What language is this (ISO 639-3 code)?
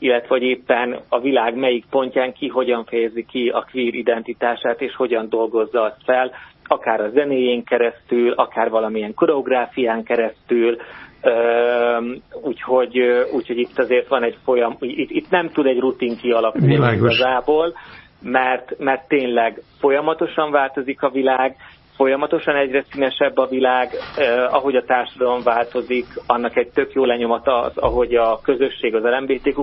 hun